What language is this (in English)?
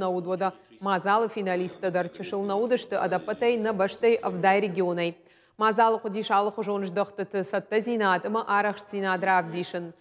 Ossetic